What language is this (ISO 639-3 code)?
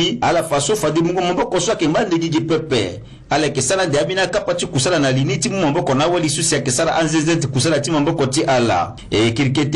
sag